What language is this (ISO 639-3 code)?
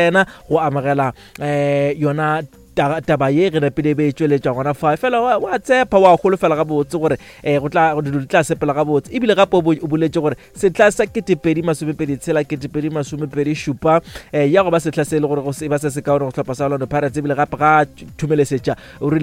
nso